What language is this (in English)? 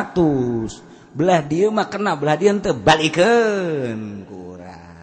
Sundanese